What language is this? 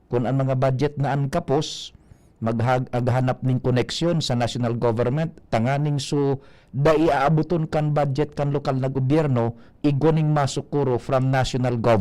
Bikol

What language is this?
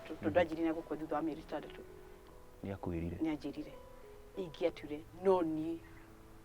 Kikuyu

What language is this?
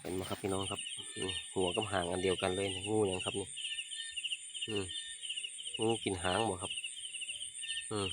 Northeastern Thai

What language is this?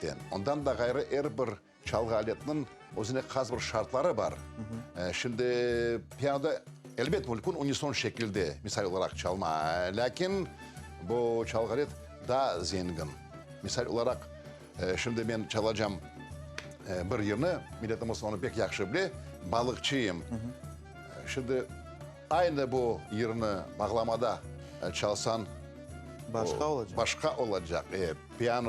Crimean Tatar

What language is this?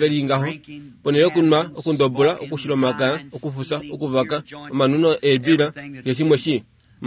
Kuanyama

